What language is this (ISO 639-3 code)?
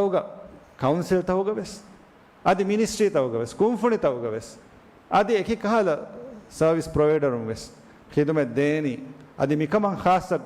div